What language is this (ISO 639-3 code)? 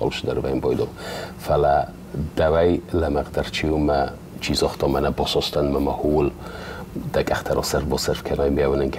oss